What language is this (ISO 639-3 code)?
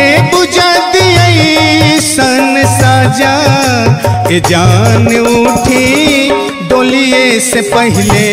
bho